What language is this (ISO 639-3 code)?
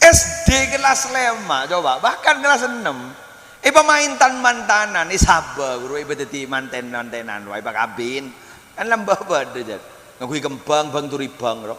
mad